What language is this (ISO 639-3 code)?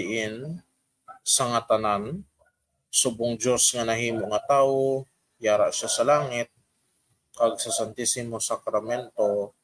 hil